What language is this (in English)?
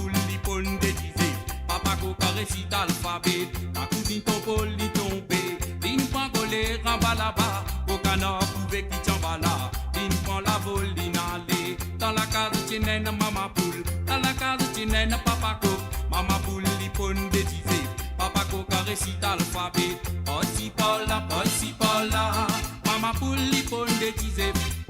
Morisyen